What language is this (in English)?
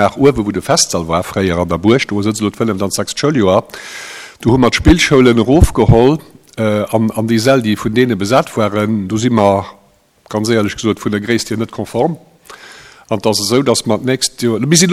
Luxembourgish